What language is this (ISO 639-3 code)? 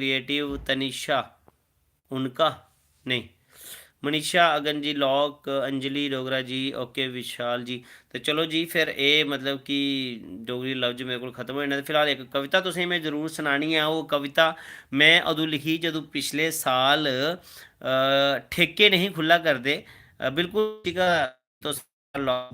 doi